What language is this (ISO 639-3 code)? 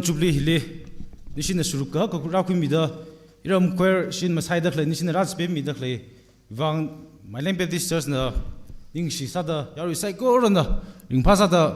nmf